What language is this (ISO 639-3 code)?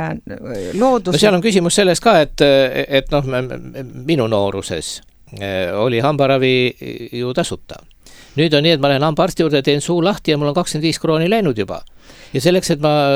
est